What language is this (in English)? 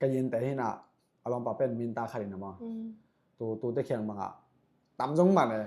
Tedim Chin